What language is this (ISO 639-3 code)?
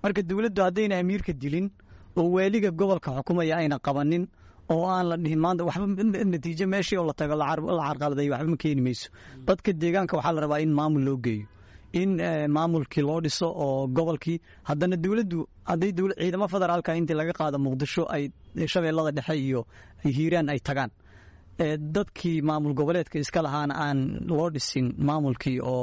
som